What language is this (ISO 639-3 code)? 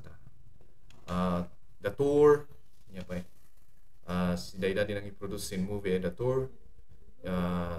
kne